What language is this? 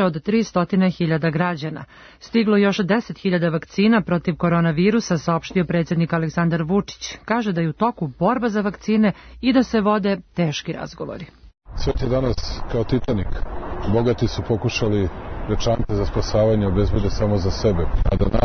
Serbian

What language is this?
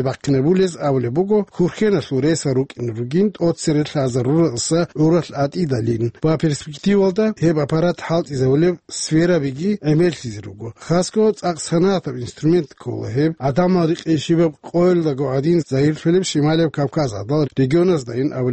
Avaric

